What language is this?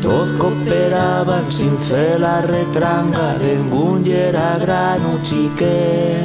Aragonese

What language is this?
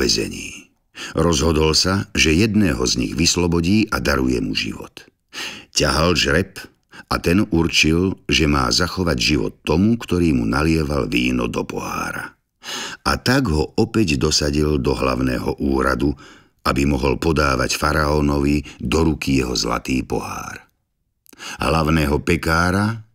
Slovak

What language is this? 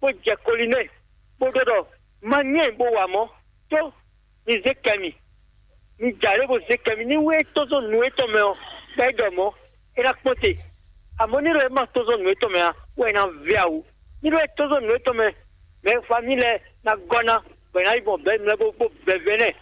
Fon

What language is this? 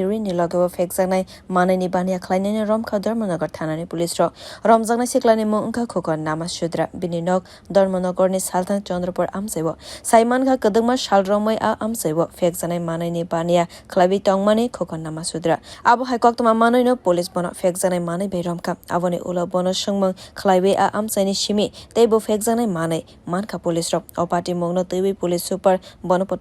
Kok Borok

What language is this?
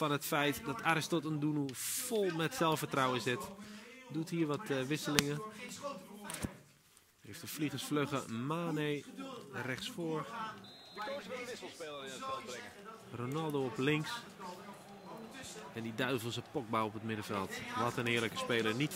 Dutch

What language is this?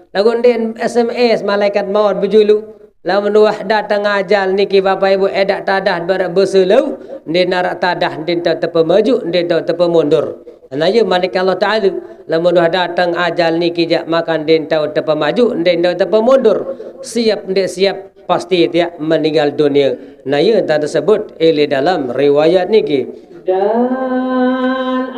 Sasak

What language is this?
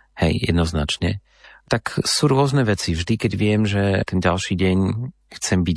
Slovak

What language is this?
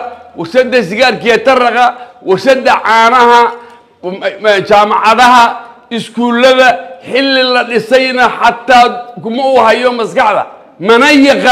Somali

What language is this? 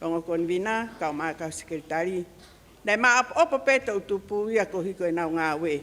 Tongan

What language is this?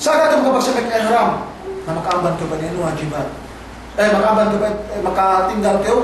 Yakan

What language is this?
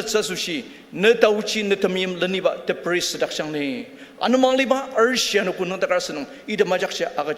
Ao Naga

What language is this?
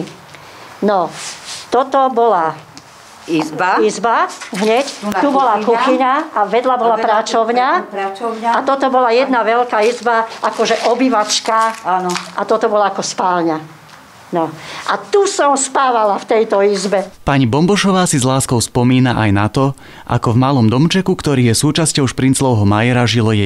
Slovak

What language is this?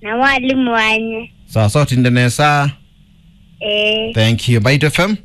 Kamba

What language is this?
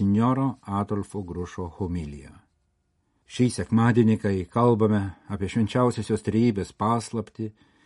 Lithuanian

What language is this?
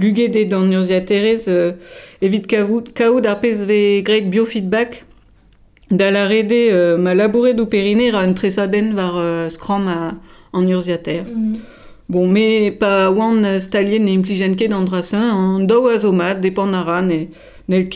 Breton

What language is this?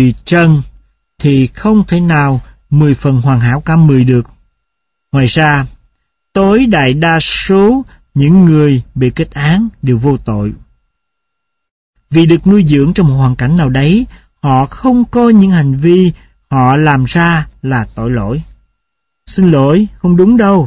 Vietnamese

